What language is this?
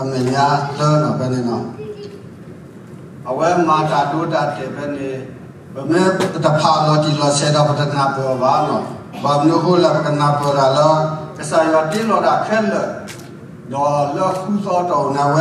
S'gaw Karen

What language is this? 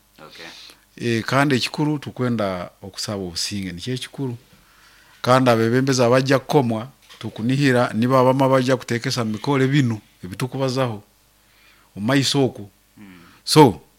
Nyoro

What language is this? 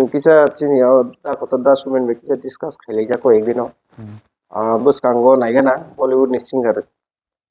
Kok Borok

